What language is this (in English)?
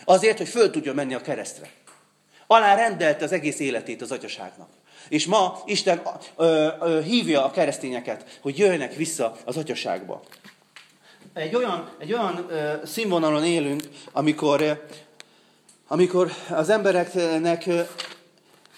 Hungarian